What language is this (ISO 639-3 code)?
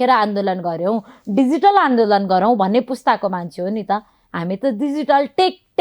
nep